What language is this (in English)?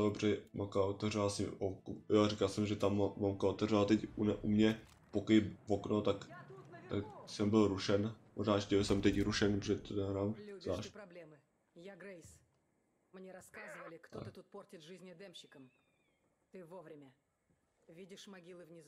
Czech